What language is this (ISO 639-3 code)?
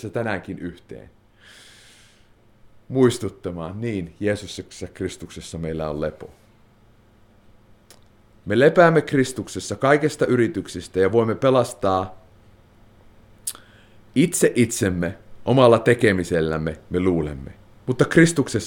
fin